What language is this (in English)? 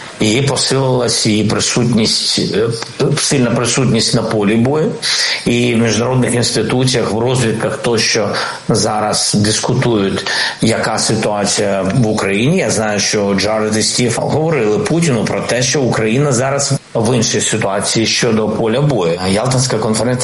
Ukrainian